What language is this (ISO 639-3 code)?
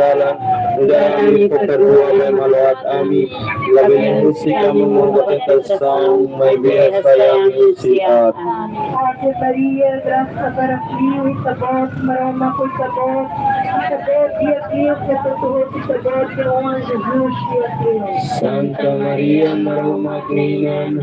tet